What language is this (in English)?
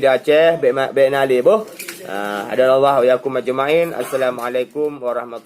Achinese